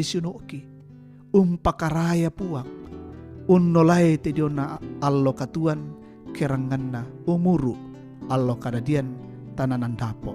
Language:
Toraja-Sa'dan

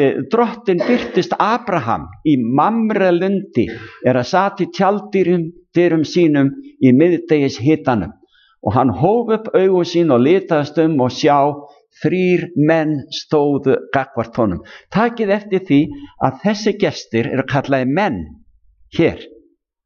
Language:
Icelandic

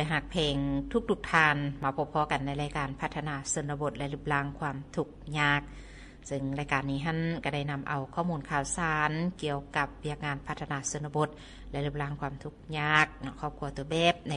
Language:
Lao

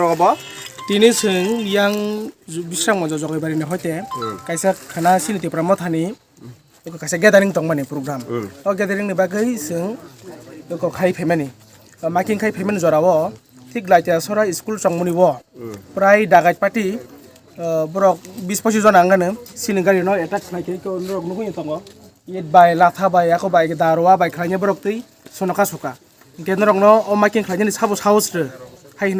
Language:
Kok Borok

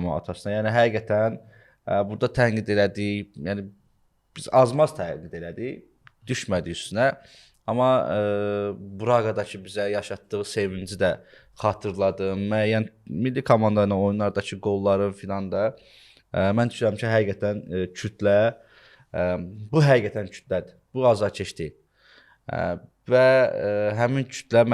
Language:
Azerbaijani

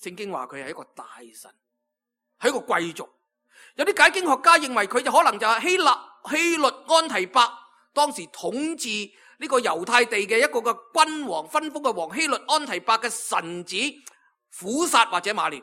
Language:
Cantonese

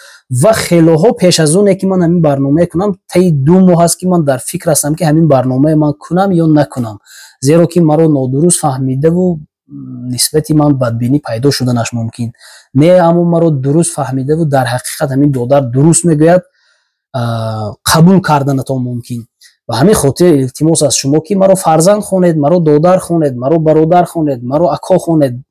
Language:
Tajik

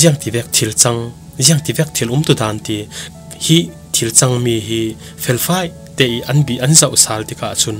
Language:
Falam Chin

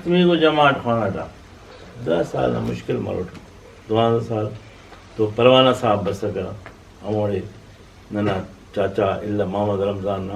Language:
Brahui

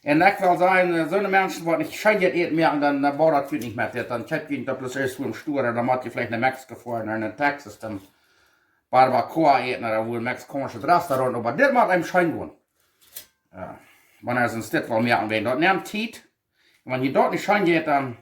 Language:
Plautdietsch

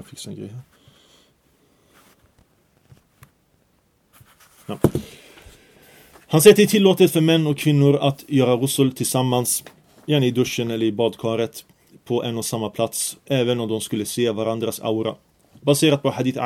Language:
Swedish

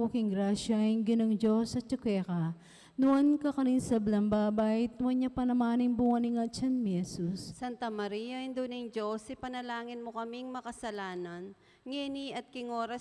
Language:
Pampanga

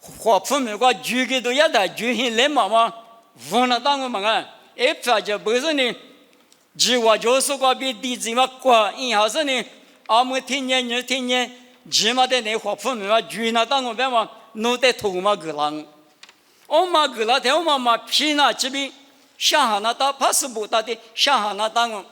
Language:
Lisu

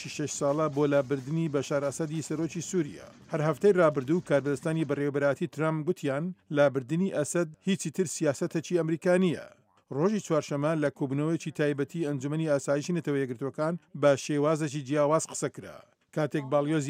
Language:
Central Kurdish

